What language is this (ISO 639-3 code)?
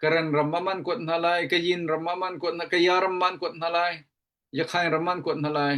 cnh